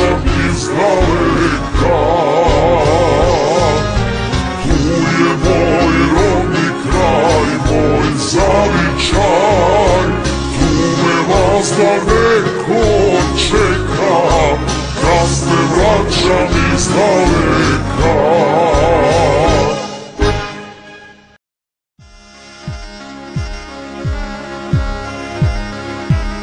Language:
Serbian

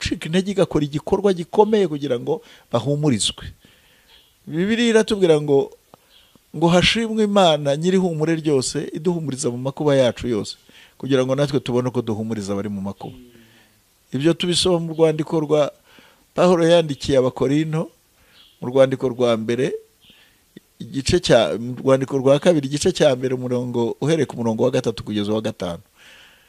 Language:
Kinyarwanda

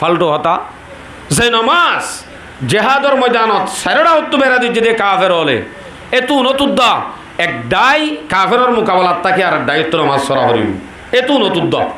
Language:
Rohingya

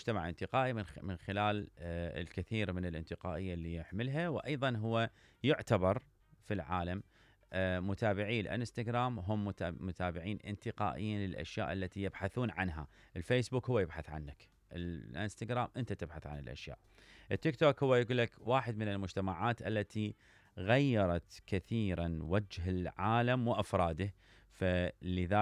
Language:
Mesopotamian Arabic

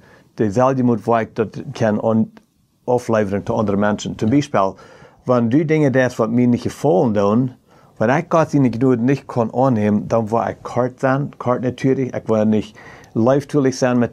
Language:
Plautdietsch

